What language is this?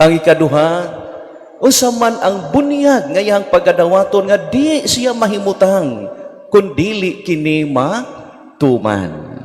Cebuano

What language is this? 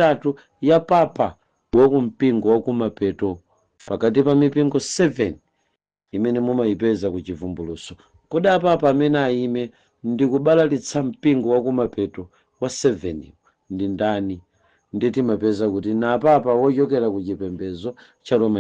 Nyanja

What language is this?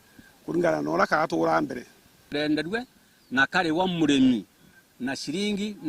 Meru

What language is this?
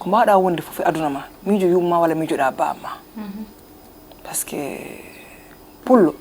Fula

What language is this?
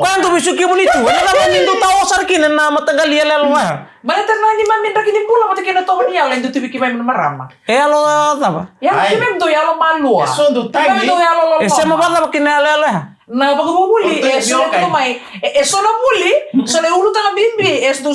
Fijian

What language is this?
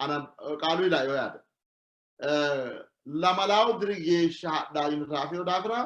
Sidamo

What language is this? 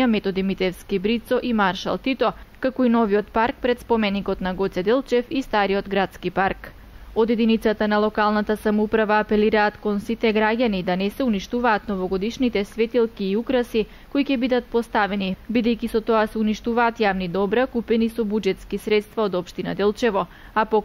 Macedonian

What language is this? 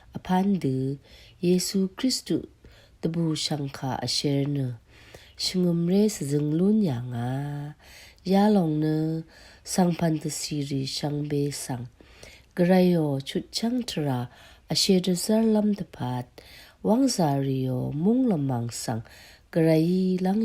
Rawang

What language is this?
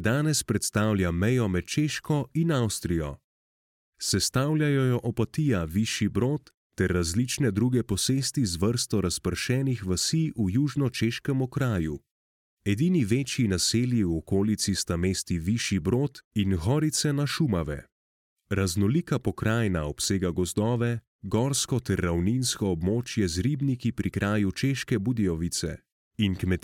Slovenian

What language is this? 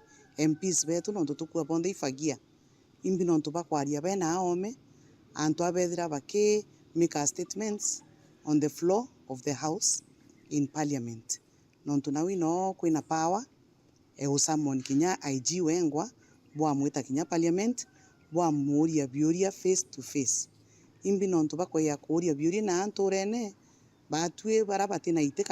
Meru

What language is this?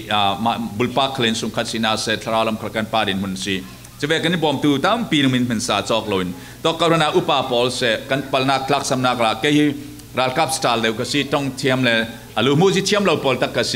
Falam Chin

